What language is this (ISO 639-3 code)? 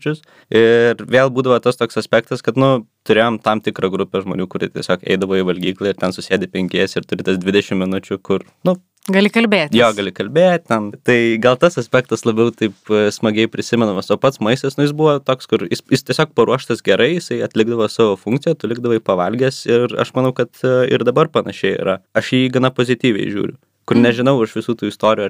lit